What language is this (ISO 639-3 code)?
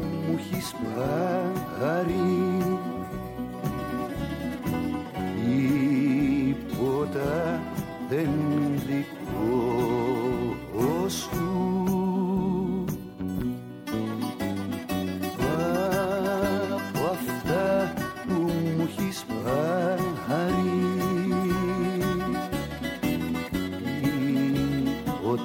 ell